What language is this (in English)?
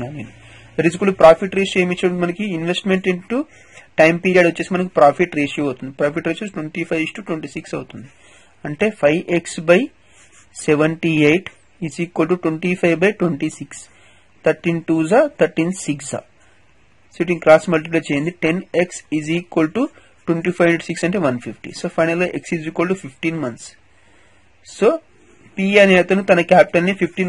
Telugu